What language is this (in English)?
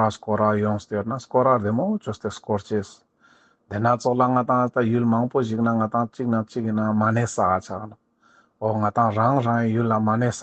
Ladakhi